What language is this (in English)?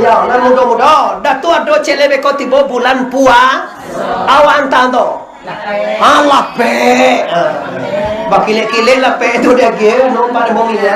Minangkabau